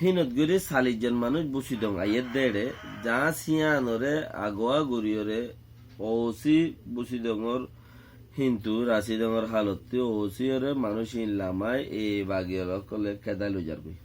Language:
Rohingya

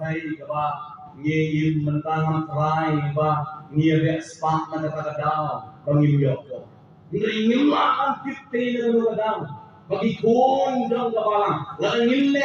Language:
Khasi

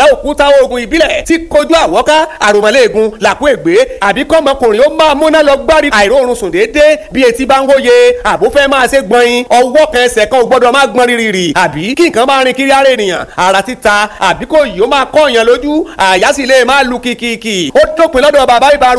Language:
Yoruba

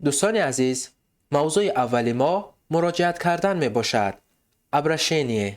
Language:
Tajik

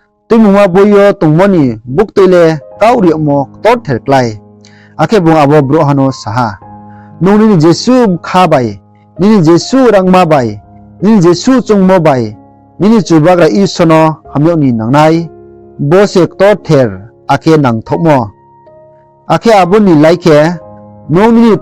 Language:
Riang (India)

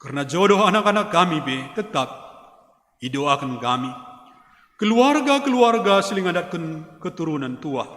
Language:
Batak Karo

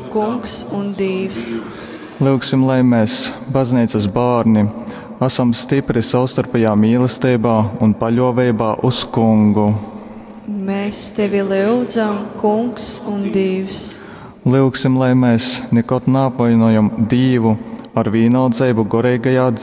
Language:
Latgalian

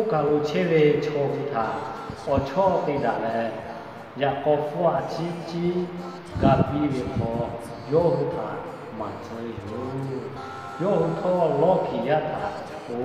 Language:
Lahu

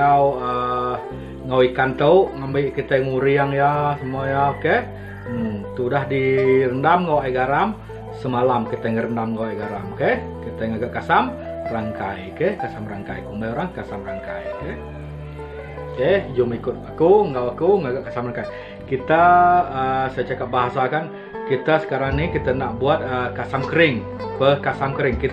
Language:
Iban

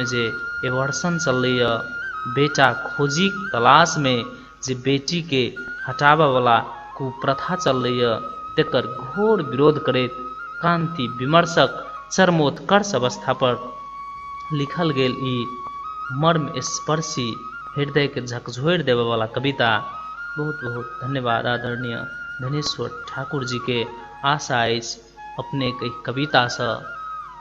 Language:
Maithili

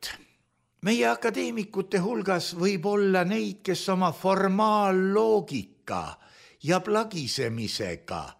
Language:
Estonian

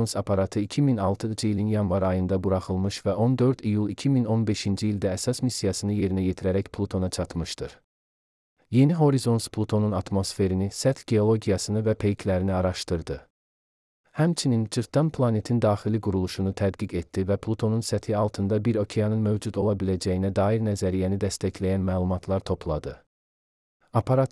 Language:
Azerbaijani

